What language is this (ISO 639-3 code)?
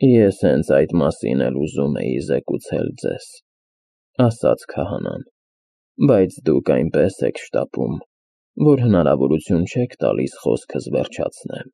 hye